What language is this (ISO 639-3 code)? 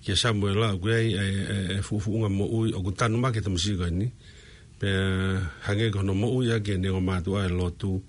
ton